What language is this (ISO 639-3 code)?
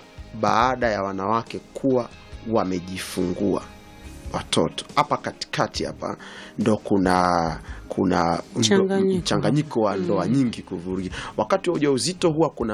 swa